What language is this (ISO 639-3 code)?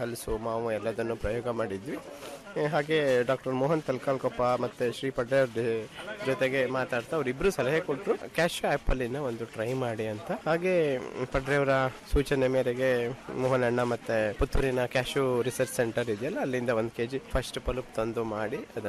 kan